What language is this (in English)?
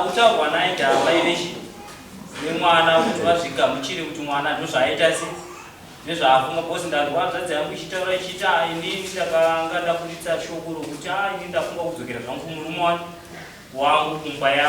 Shona